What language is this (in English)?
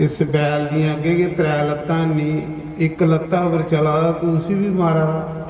Dogri